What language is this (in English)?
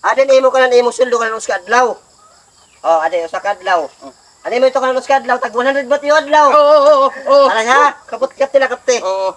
Waray